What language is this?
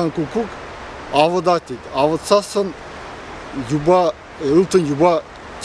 Chuvash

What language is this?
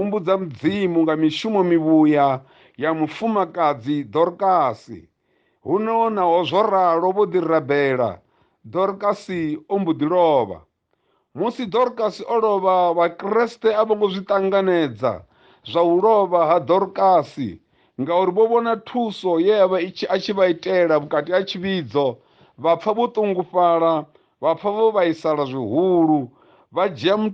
Venda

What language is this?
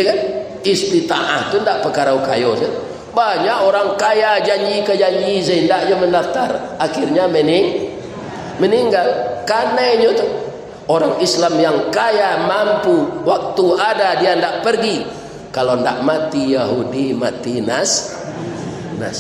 Minangkabau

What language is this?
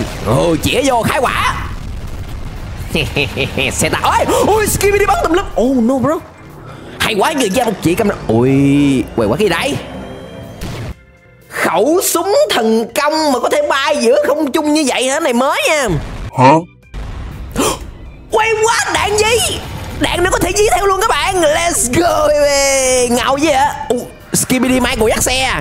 Vietnamese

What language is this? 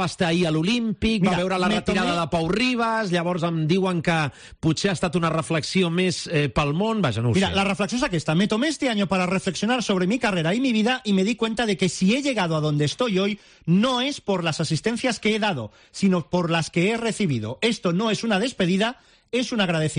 Catalan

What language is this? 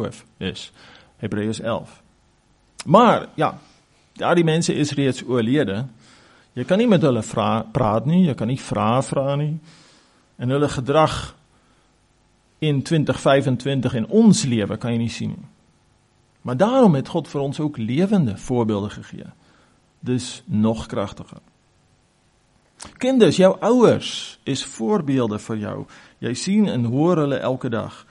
Afrikaans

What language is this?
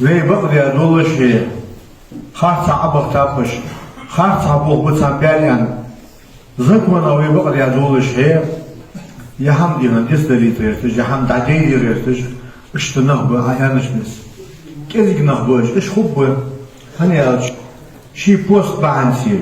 Ingush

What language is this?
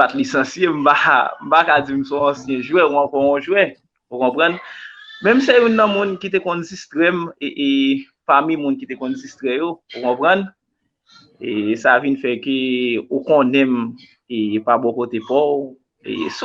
Haitian Creole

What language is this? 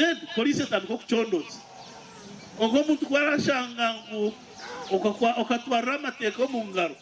Nyankole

